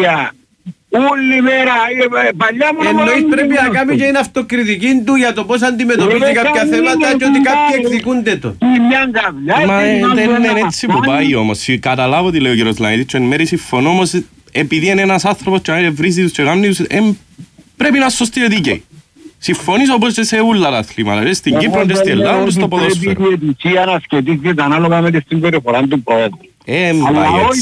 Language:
Greek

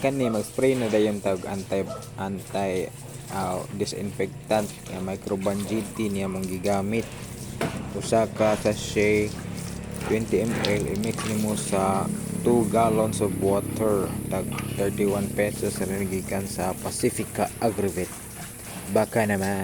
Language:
Cebuano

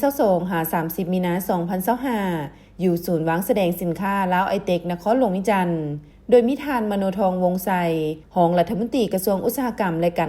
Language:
Lao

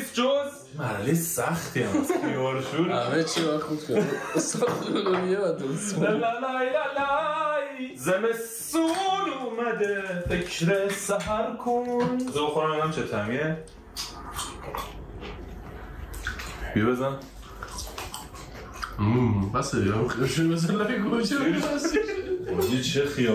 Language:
Persian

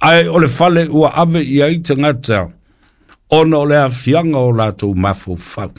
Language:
Samoan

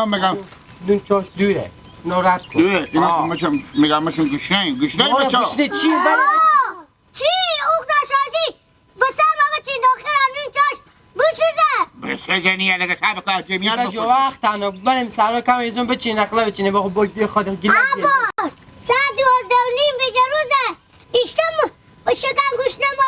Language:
Hazaragi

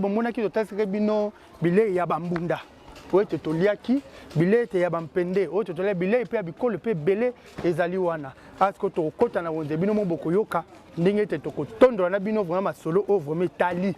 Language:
Lingala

